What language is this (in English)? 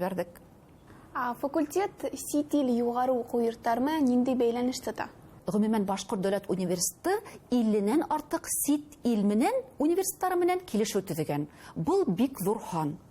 Bashkir